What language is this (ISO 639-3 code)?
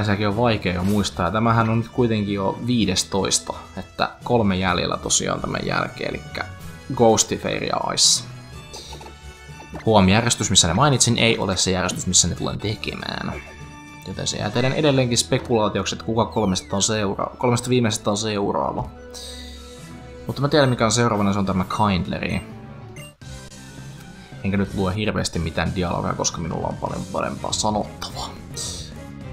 fin